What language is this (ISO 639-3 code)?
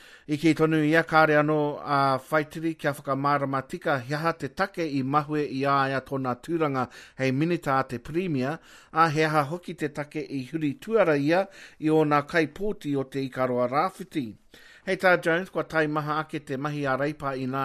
mri